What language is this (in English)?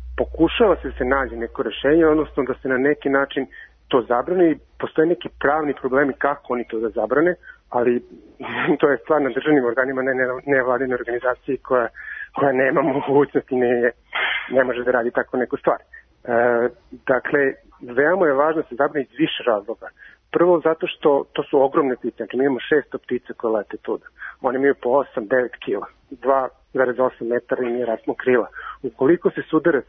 Serbian